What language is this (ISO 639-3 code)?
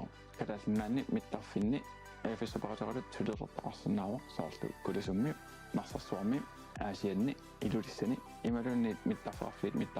kal